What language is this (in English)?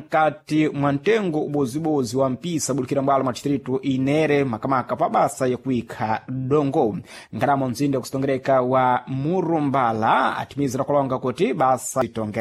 Sena